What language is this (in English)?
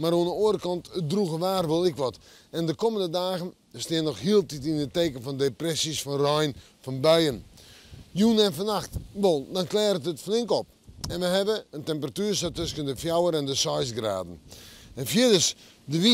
Western Frisian